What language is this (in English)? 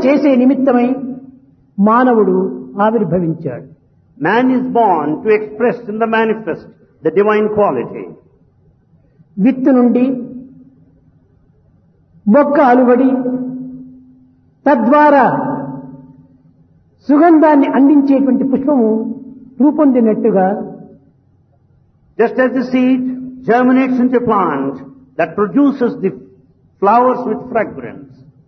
Telugu